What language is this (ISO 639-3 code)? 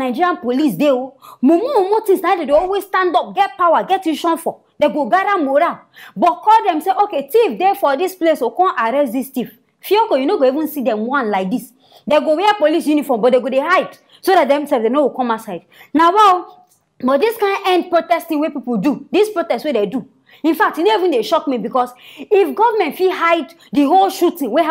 pcm